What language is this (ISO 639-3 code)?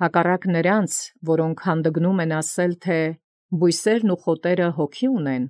hye